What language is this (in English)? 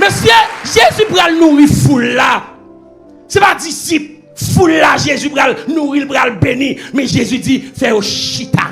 Haitian Creole